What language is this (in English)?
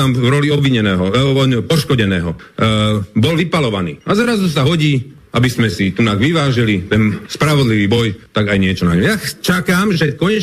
Slovak